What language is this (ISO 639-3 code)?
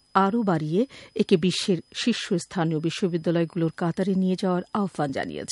ben